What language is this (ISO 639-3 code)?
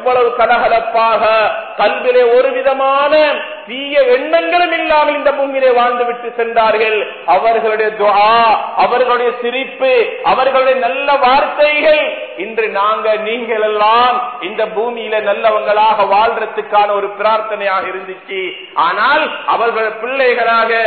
tam